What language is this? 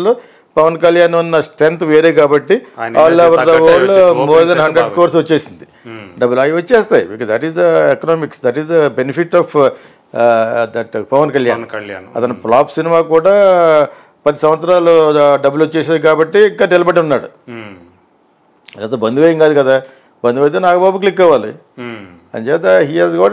Telugu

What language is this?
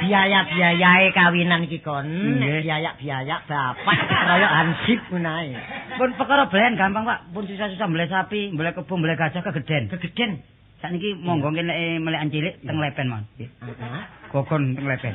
Javanese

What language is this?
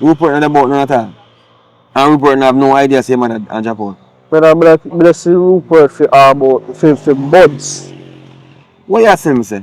Jamaican Creole English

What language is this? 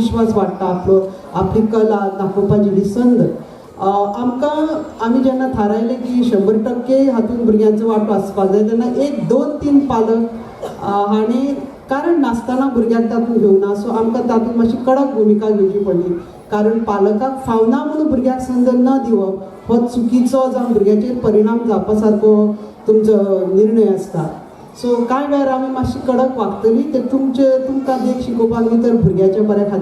Konkani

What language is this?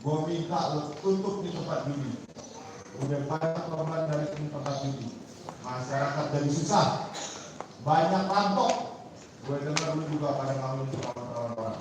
Betawi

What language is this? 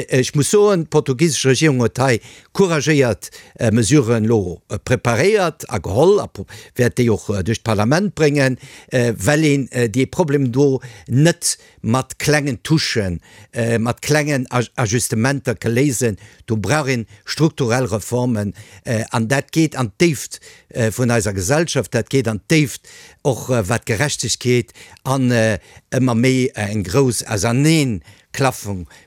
Luxembourgish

